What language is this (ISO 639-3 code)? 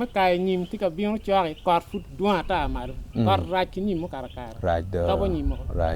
ach